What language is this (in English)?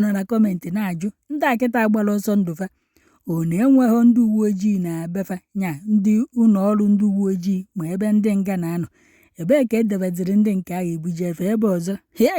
Igbo